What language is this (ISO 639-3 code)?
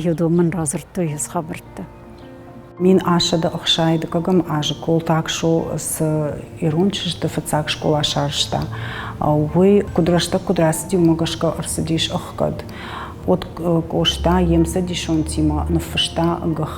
oss